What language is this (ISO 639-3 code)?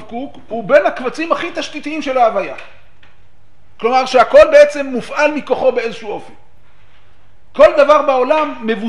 heb